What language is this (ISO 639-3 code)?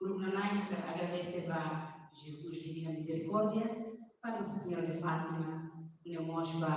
tet